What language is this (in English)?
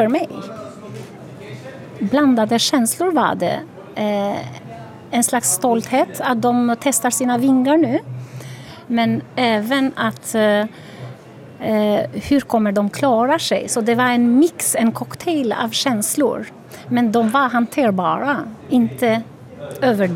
Swedish